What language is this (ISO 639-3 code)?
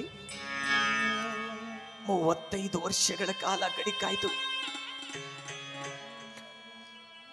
kan